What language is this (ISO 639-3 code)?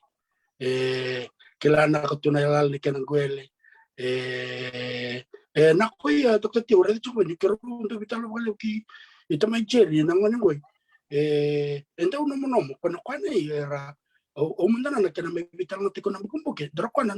fij